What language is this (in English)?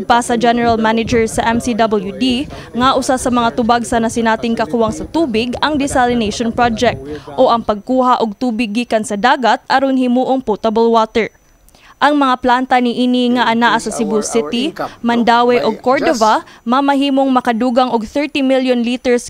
Cebuano